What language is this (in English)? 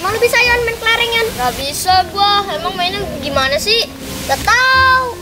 Betawi